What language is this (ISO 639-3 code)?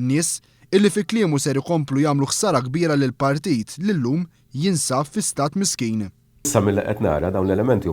mlt